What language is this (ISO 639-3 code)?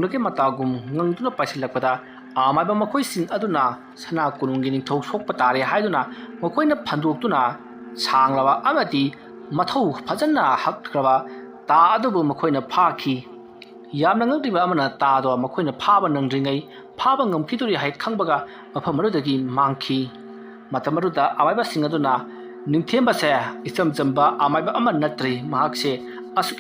mni